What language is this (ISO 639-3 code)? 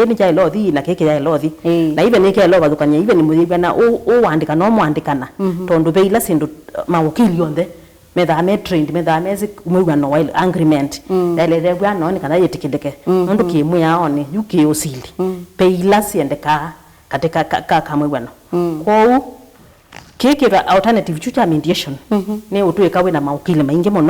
kam